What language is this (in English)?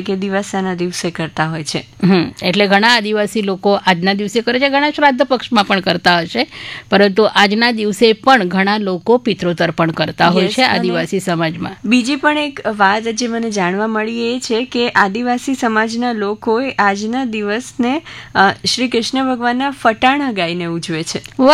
Gujarati